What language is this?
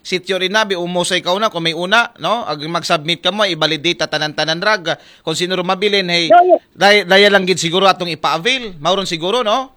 Aklanon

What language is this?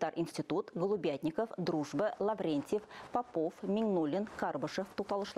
Tatar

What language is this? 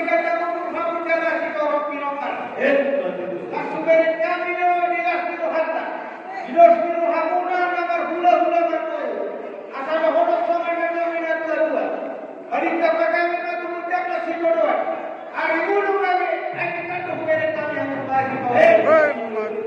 Batak Toba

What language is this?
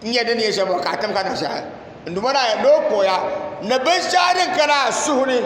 Dagbani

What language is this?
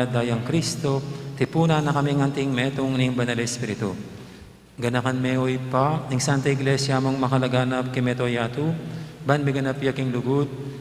Pampanga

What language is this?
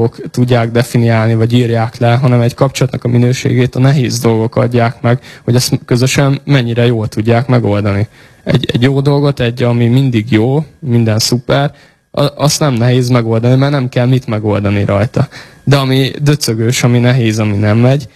Hungarian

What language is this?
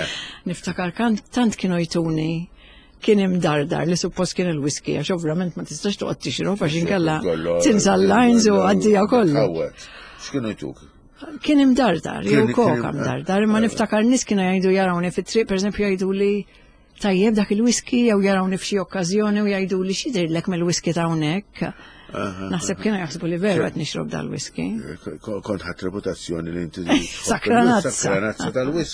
Maltese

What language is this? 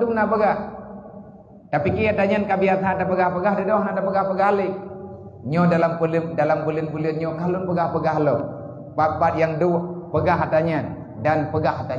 Achinese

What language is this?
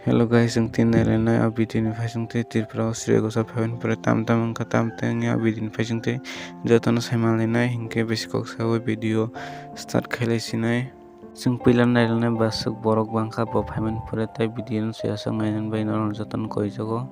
Kok Borok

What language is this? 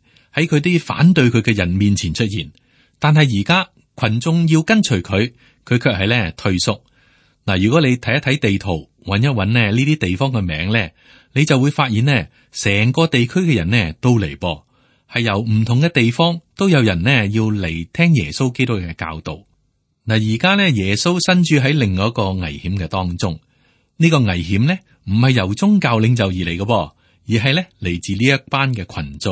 Cantonese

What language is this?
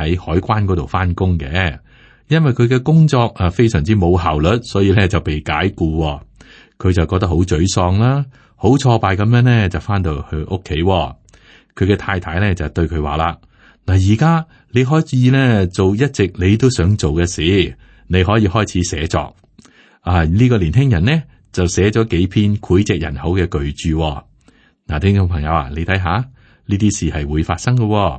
Cantonese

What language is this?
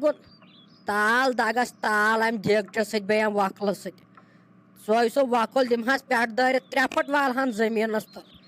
Kashmiri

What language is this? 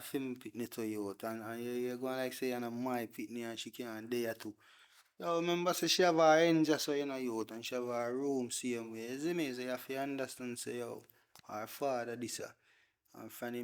Jamaican Creole English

